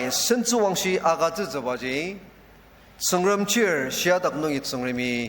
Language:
Ao Naga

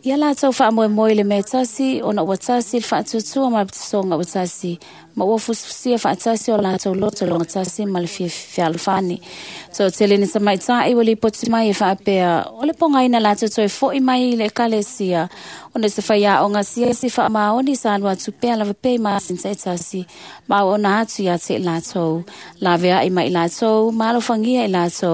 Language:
Samoan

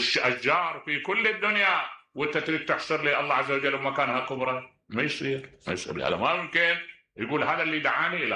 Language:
Mesopotamian Arabic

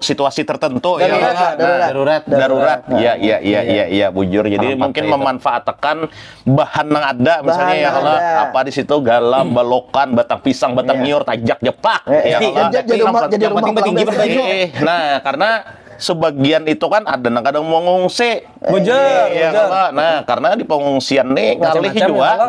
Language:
Banjar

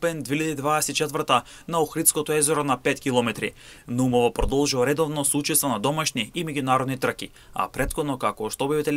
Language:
Macedonian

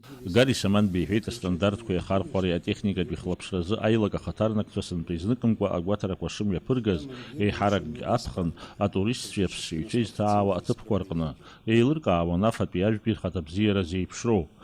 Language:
Abkhazian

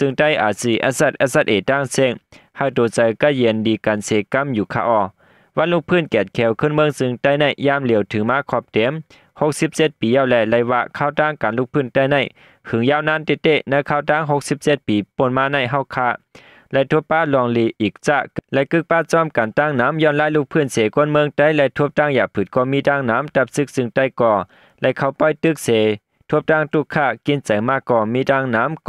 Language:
Shan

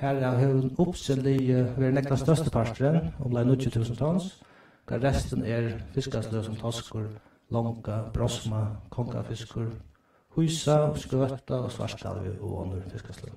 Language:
Faroese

